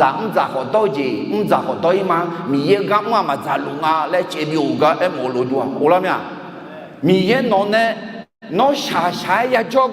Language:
Akha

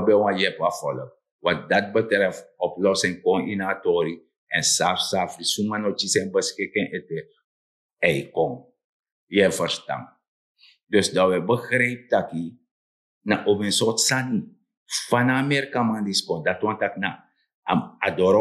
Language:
Sranan Tongo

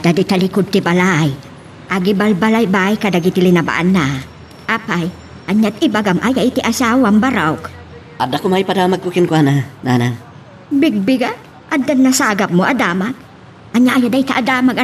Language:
Iloko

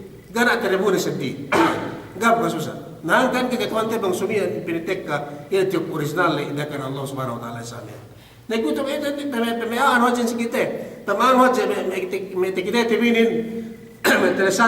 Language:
Yakan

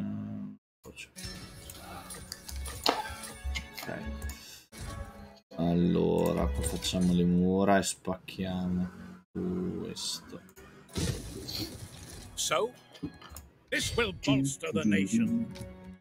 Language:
Italian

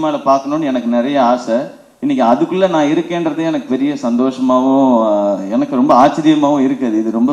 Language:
Tamil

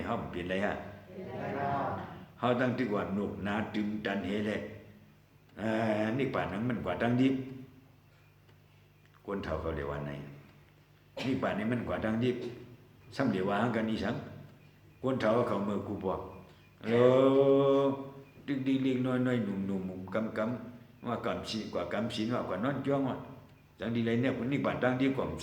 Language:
Shan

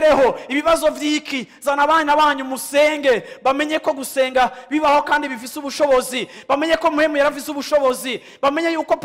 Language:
Rundi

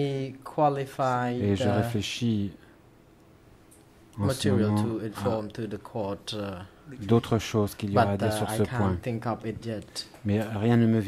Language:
French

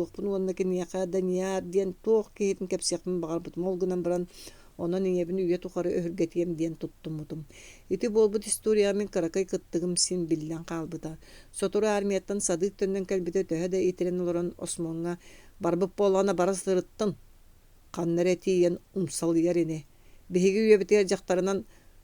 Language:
Yakut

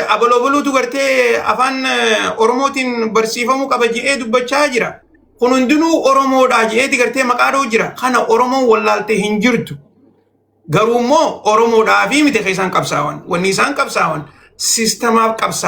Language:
Oromo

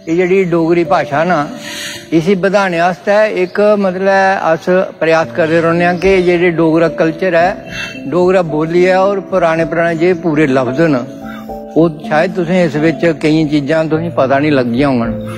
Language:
Dogri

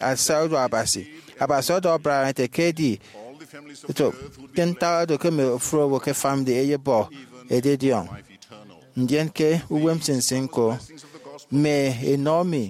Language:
Efik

